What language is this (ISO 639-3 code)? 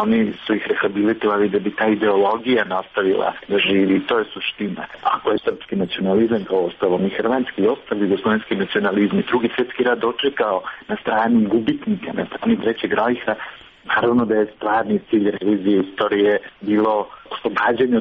srp